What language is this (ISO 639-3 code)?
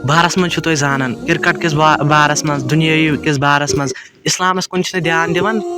kas